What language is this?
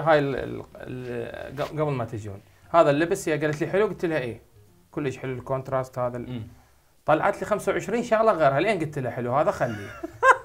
Mesopotamian Arabic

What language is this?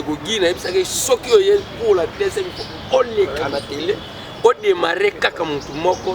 Lingala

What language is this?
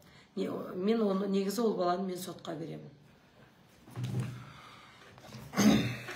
Kazakh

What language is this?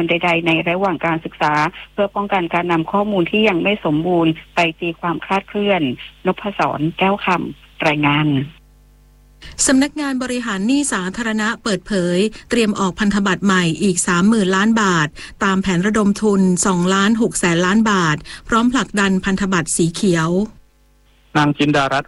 Thai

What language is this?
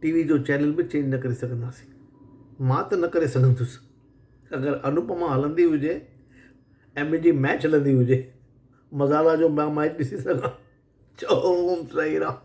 Sindhi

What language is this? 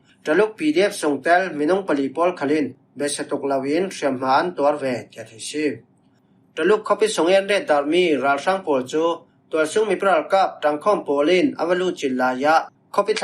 Falam Chin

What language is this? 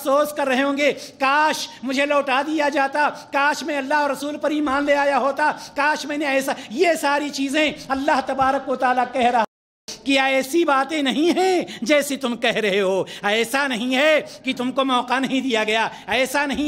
Urdu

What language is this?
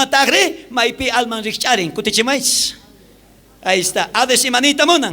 South Bolivian Quechua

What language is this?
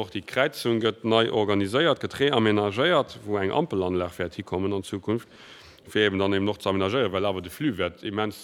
Luxembourgish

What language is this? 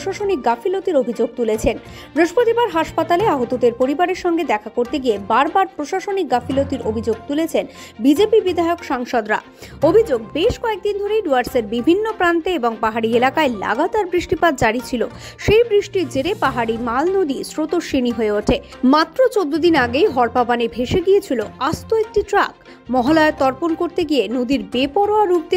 Bangla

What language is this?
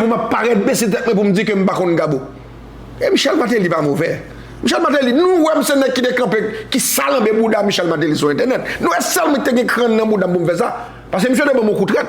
Haitian Creole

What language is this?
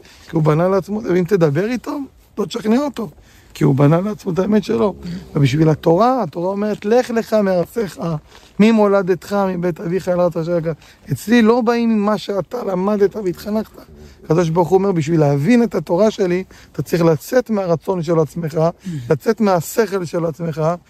Hebrew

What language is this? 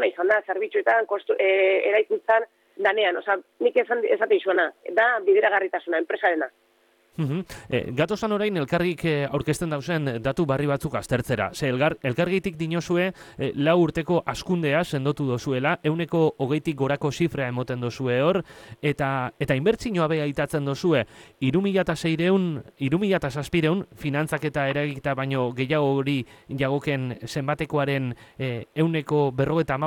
Basque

